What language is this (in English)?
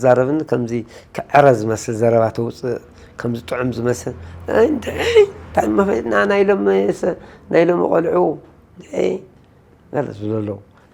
Tigrinya